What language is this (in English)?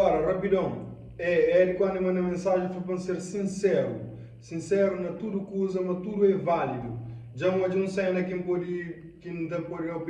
Kabuverdianu